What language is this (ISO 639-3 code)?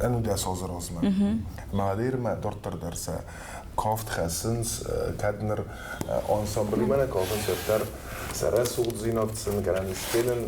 oss